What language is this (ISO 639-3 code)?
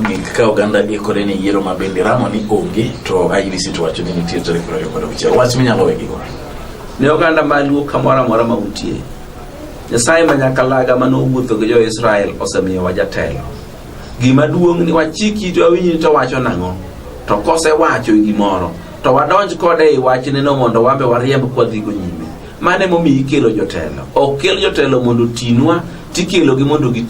luo